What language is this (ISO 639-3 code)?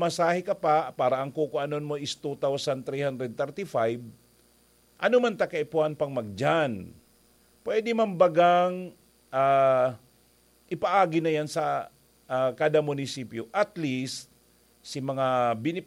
bik